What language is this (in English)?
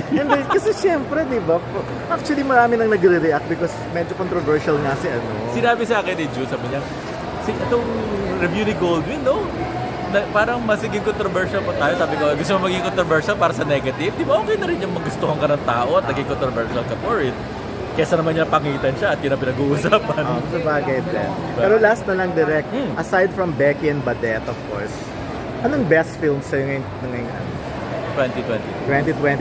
Filipino